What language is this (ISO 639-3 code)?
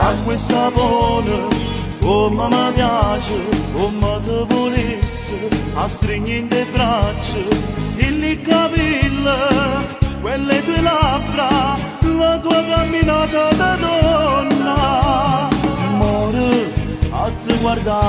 nap